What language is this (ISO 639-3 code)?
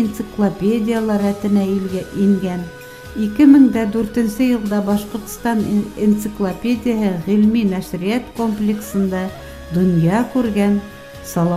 bak